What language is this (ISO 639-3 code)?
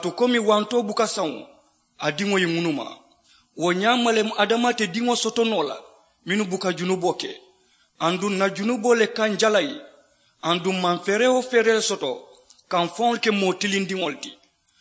man